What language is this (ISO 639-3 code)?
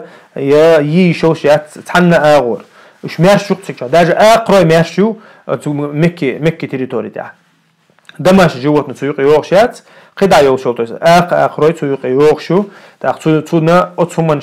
che